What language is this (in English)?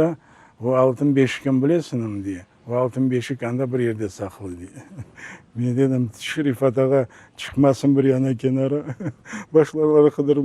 Crimean Tatar